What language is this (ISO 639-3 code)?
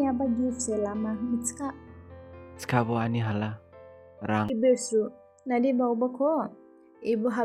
dis